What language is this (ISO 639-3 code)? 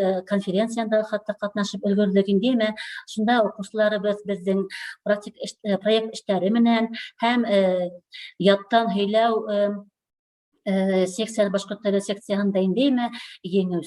bak